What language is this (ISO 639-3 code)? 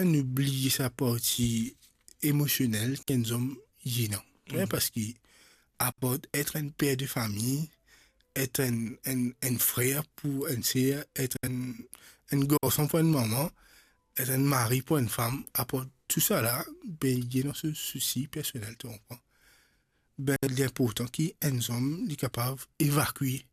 mfe